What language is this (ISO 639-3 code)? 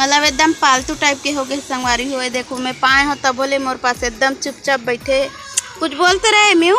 hne